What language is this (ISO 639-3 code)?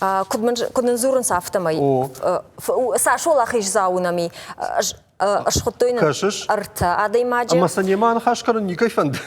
oss